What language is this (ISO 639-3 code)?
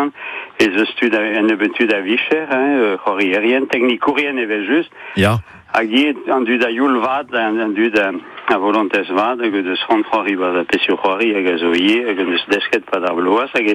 bre